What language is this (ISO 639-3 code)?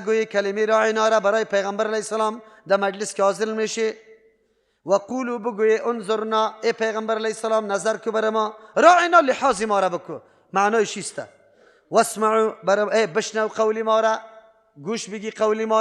fas